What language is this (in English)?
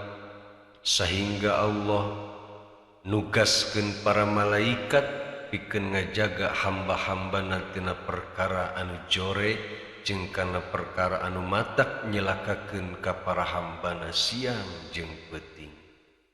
Sundanese